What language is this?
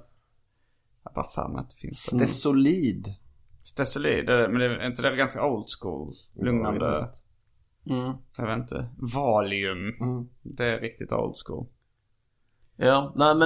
Swedish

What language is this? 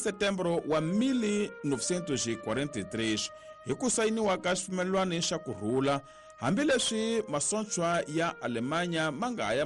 Tsonga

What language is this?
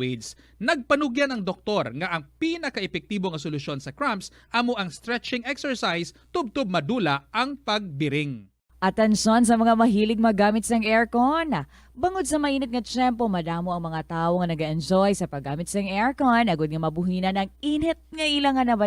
Hiligaynon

